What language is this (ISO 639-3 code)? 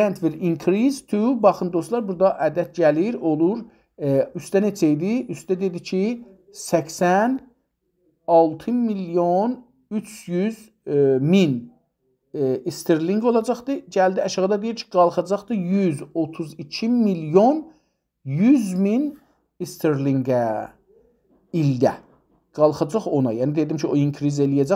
azb